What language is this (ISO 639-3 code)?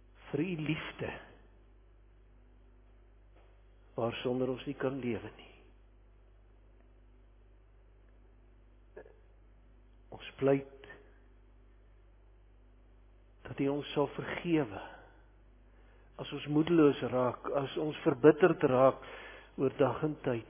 afr